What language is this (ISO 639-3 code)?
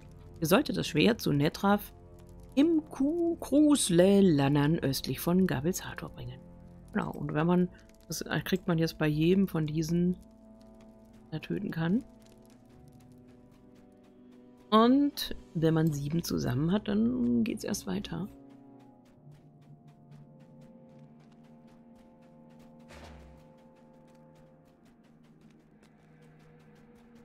deu